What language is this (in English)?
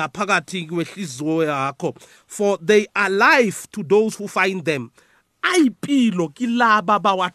South Ndebele